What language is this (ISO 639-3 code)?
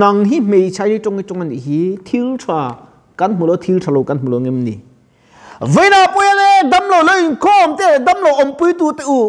lus